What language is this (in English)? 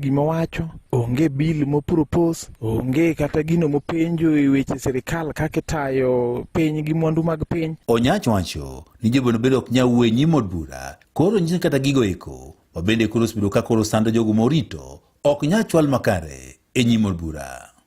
Luo (Kenya and Tanzania)